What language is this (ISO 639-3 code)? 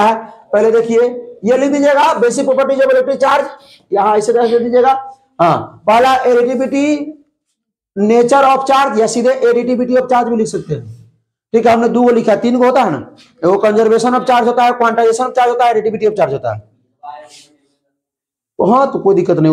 hin